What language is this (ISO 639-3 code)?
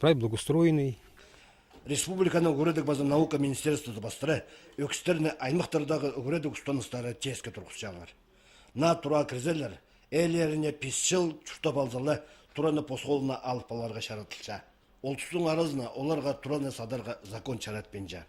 kjh